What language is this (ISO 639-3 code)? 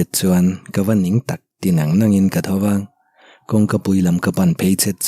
lus